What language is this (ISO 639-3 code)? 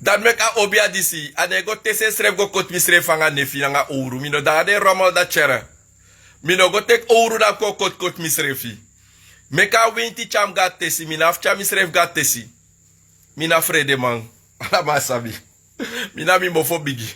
srn